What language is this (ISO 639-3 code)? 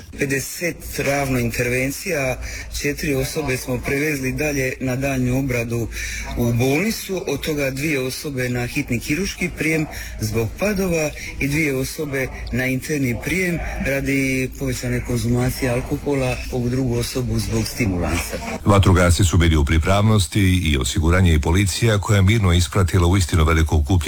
hrv